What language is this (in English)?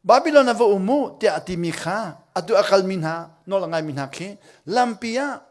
Hakha Chin